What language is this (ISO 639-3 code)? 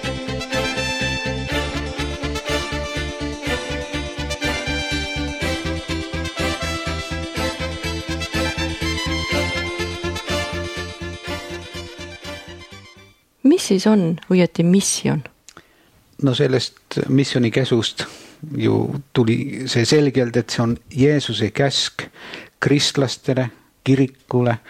est